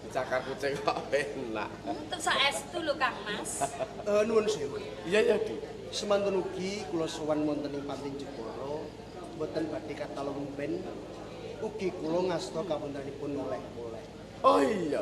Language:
Javanese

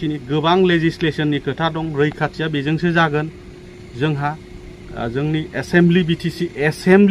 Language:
Bodo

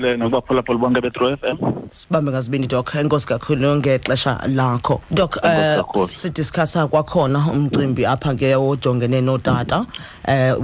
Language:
Xhosa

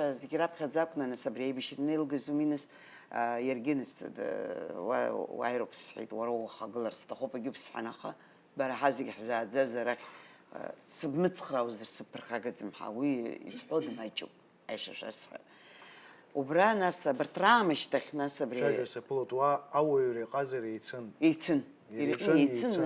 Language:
Abkhazian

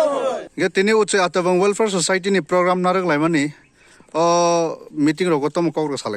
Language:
Kok Borok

